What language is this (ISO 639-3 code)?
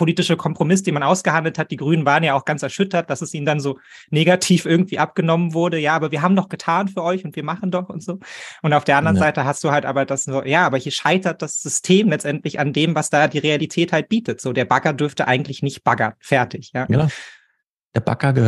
deu